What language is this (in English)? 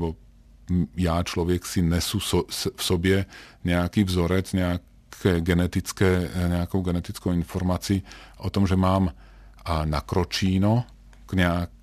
Czech